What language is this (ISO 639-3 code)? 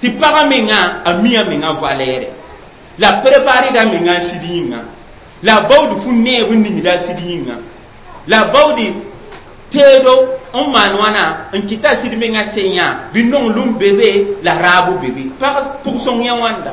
mos